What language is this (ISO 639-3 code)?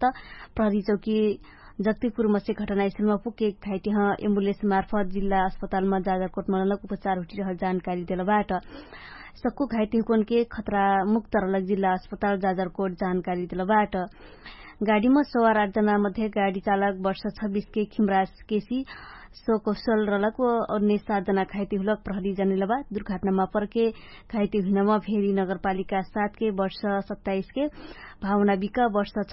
thl